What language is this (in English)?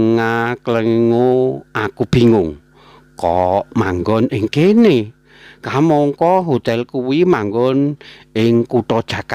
Javanese